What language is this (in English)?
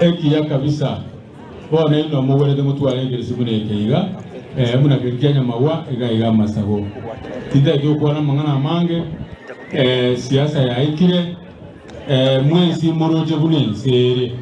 Gusii